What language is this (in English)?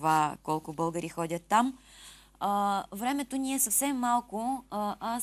Bulgarian